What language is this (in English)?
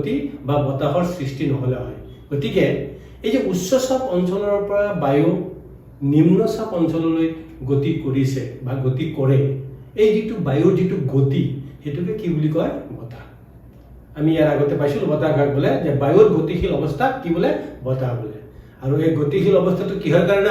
Assamese